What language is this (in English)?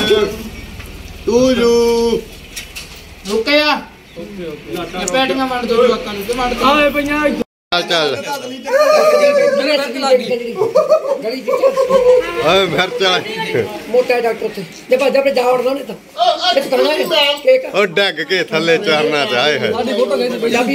Punjabi